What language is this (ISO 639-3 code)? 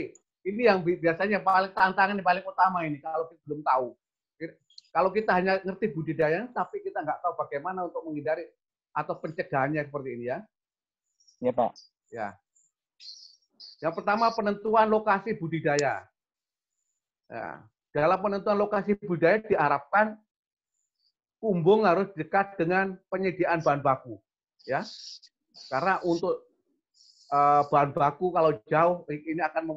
ind